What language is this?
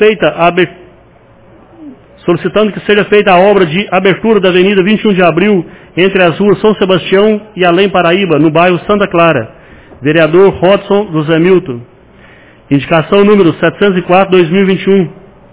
Portuguese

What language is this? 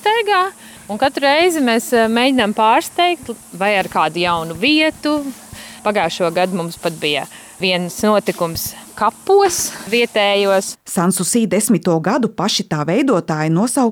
Latvian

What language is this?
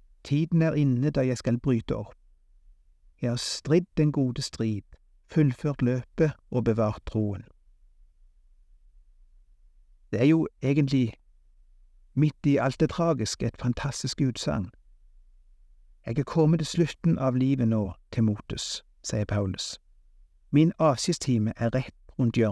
Norwegian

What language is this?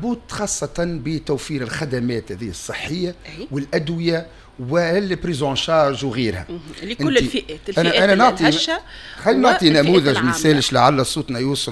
Tunisian Arabic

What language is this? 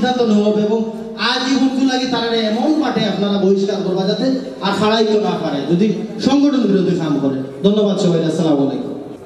Sylheti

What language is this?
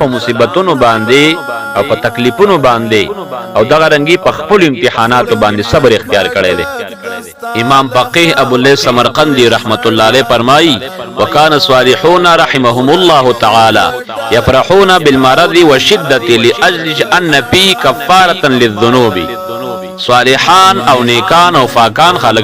Pashto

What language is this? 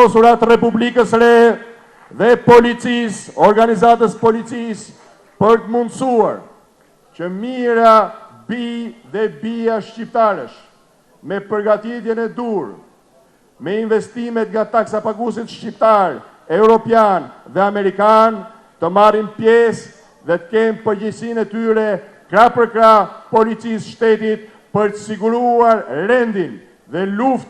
Albanian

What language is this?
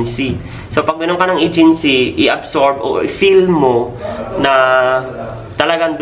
Filipino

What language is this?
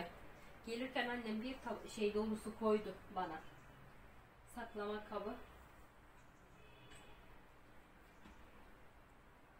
Turkish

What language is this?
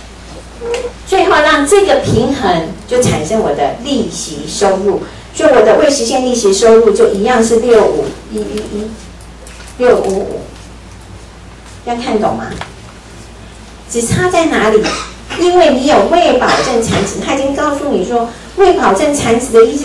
Chinese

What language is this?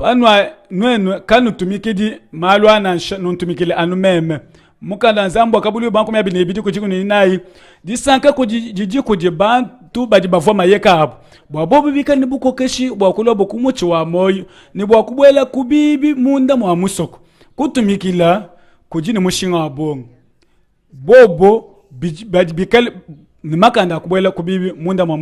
Luba-Lulua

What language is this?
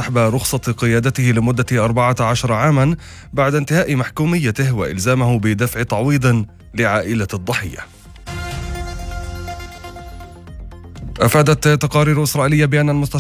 Arabic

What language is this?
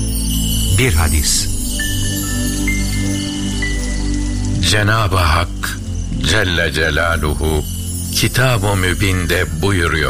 Turkish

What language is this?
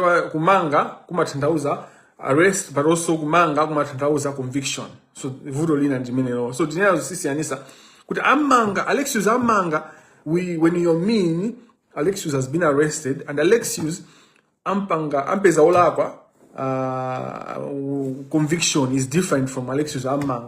Nyanja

